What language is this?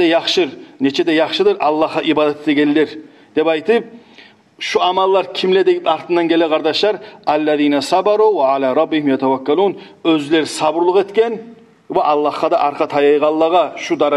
Kumyk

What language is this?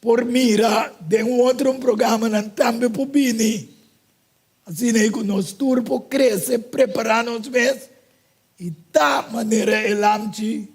Papiamento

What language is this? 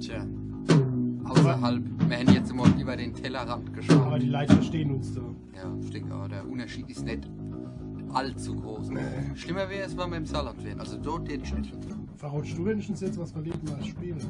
Palatine German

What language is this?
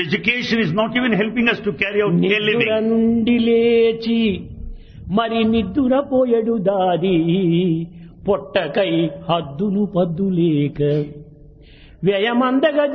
Telugu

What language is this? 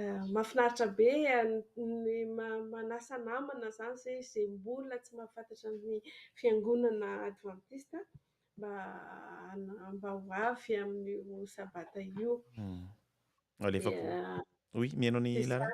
Malagasy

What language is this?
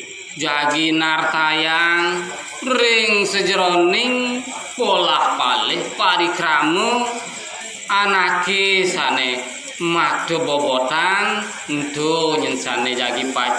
Balinese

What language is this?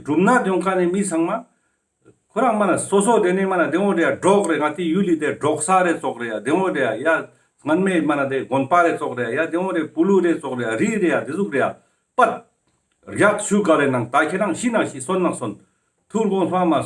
Ladakhi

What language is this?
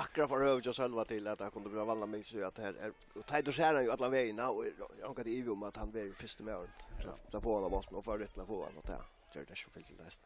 Faroese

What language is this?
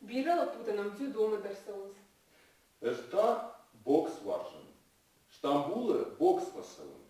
Ossetic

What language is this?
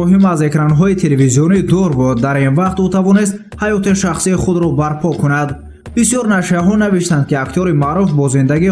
Tajik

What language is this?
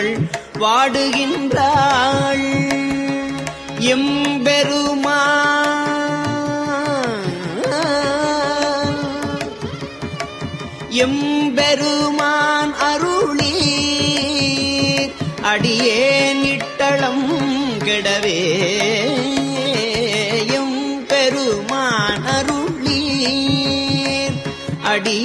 Tamil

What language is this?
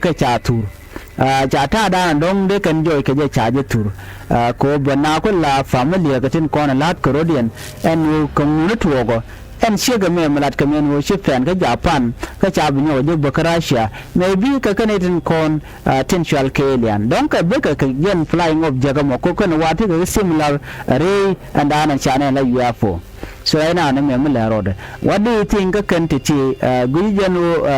Nuer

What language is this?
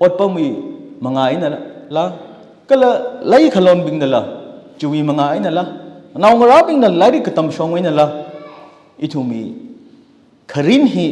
Tangkhul Naga (India)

